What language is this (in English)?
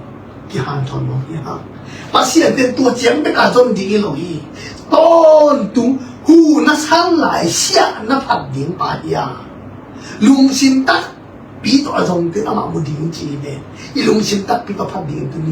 Tedim Chin